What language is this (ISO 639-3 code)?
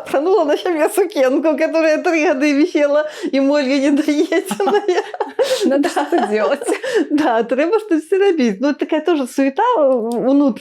bel